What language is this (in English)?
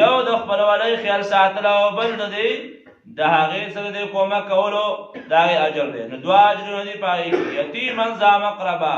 Pashto